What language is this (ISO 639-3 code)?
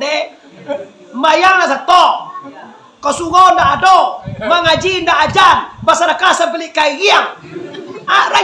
min